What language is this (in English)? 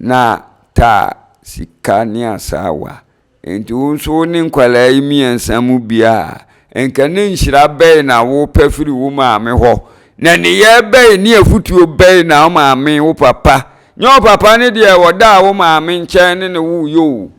Akan